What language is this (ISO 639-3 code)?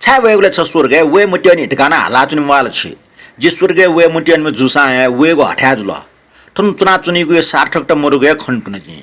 new